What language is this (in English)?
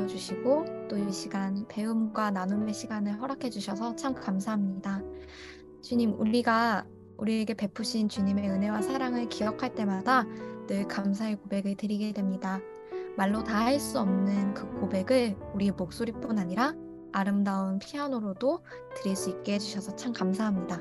Korean